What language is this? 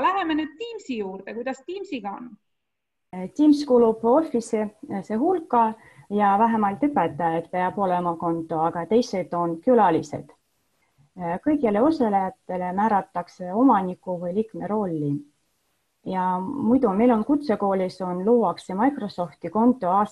Estonian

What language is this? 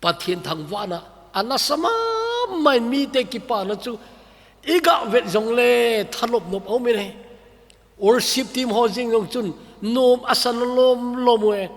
Thado Chin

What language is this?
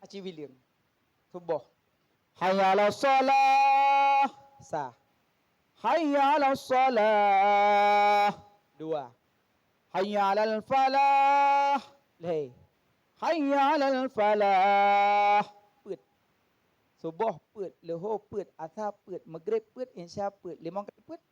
Achinese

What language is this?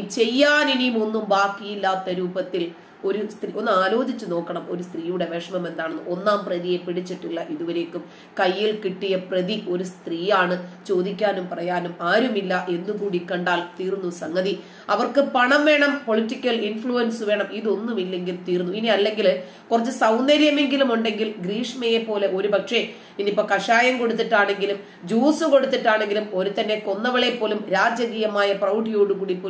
Malayalam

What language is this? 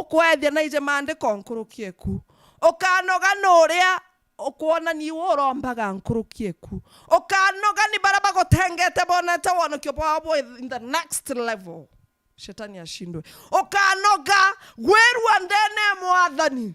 Meru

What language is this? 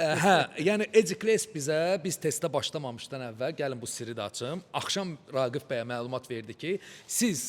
Azerbaijani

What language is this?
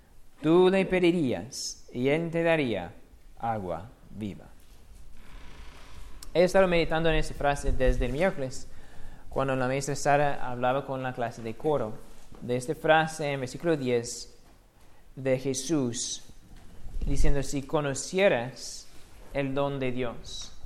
Spanish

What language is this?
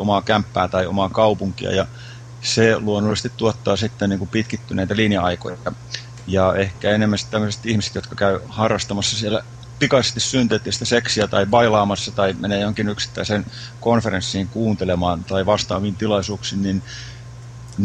Finnish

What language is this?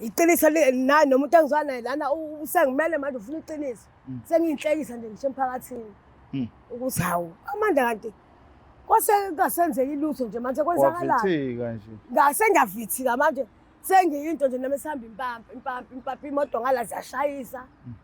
Zulu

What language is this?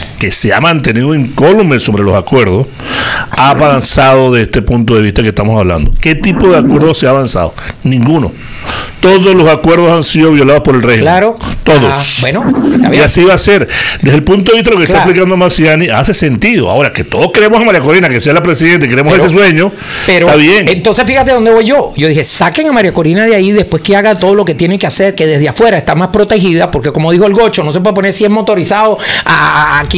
Spanish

